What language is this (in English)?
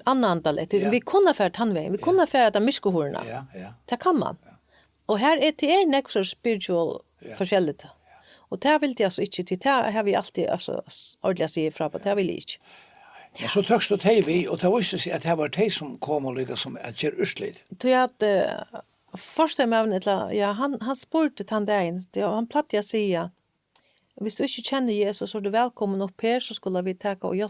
Faroese